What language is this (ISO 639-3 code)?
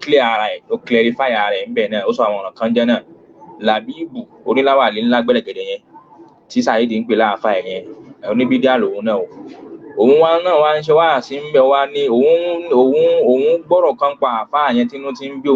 yor